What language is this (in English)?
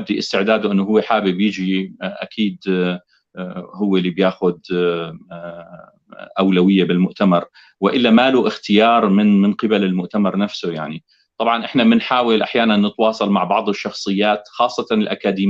North Levantine Arabic